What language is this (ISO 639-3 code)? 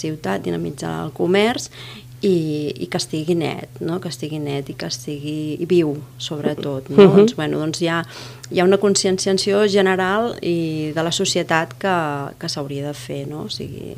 cat